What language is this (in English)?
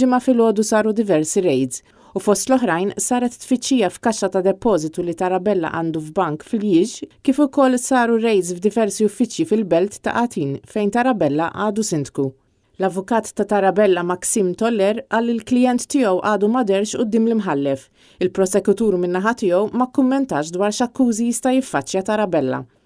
Maltese